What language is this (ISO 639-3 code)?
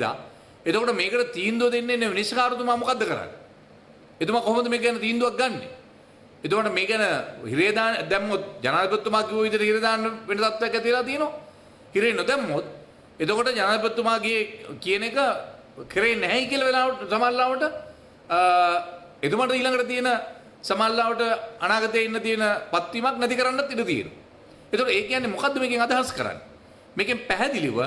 sin